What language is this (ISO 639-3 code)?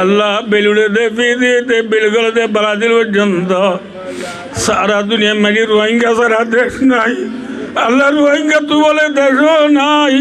rhg